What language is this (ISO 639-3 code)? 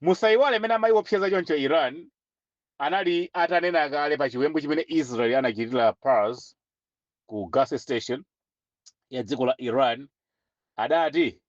nya